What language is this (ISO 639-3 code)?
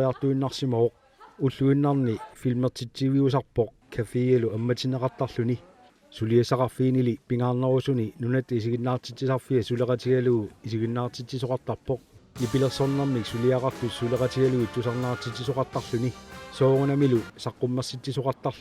kal